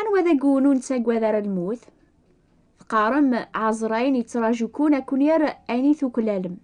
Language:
Kabyle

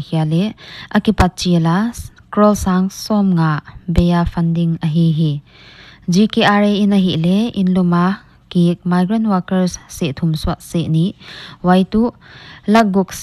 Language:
Paite Chin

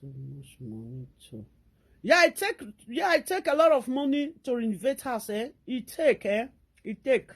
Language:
Nigerian Pidgin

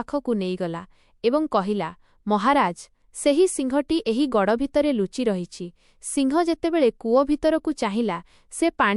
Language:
Odia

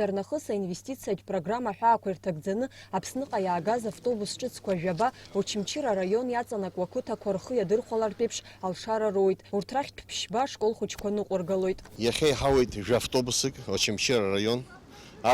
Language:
Abkhazian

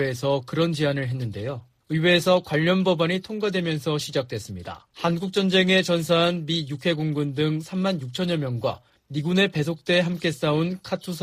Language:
Korean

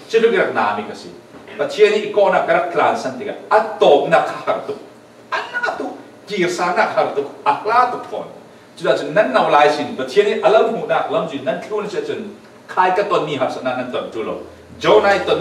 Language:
Falam Chin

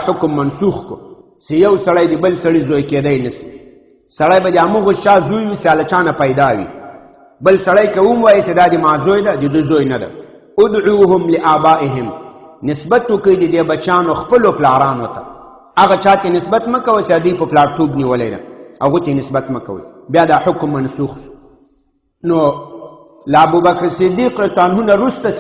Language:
Pashto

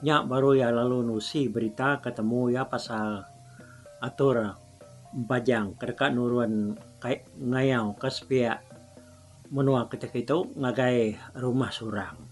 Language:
Iban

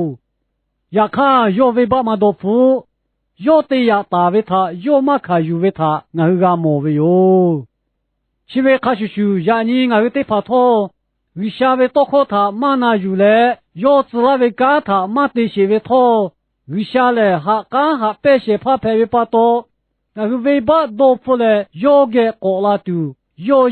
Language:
Lahu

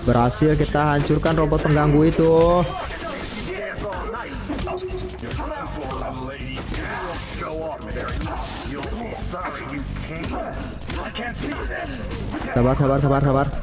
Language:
Indonesian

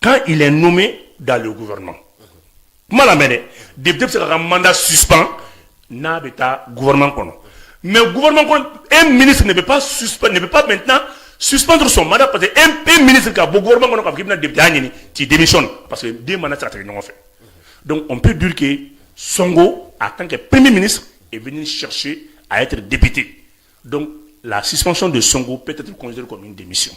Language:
Bambara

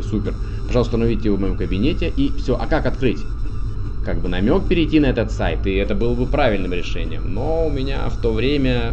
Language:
Russian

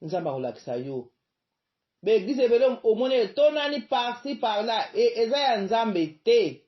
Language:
Lingala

